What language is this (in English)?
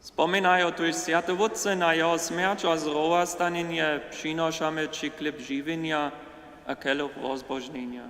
Upper Sorbian